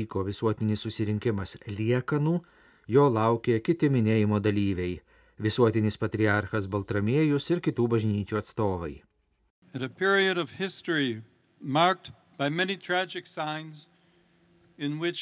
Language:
Lithuanian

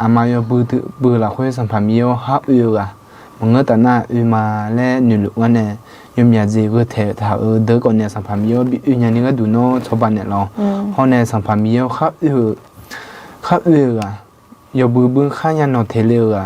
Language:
Akha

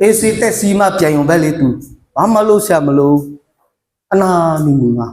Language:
Akha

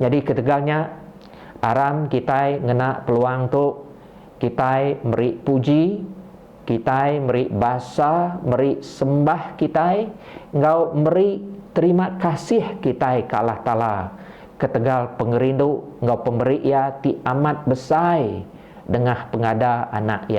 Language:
Iban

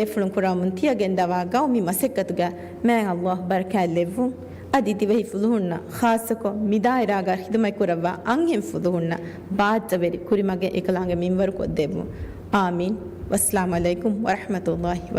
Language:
Divehi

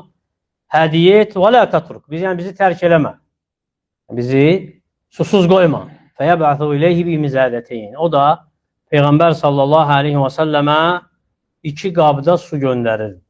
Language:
Azerbaijani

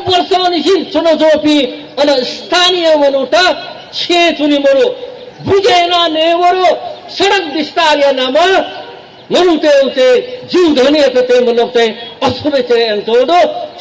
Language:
Newari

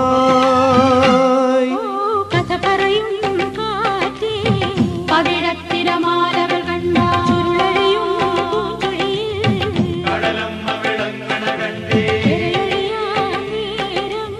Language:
Malayalam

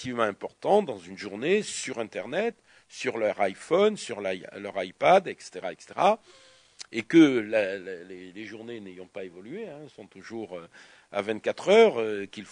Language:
French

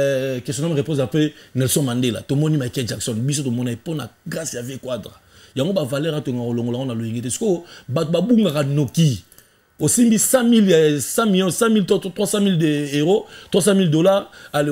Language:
Lingala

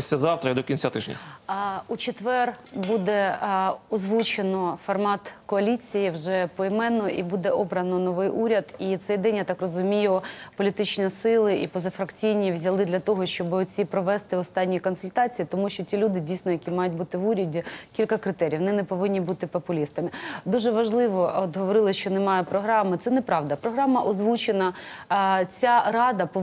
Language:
Ukrainian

